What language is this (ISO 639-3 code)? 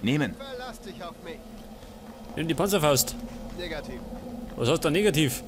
bar